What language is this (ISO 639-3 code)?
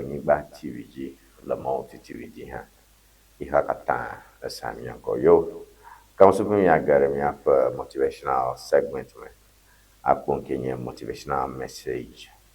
ewe